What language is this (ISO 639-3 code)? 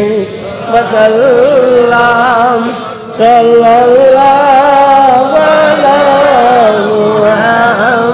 syl